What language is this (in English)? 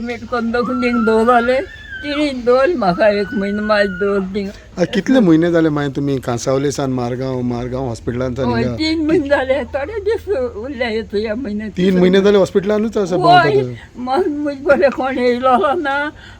Konkani